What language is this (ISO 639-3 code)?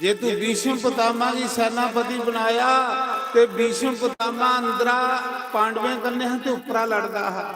doi